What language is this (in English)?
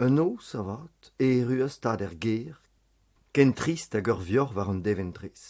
Breton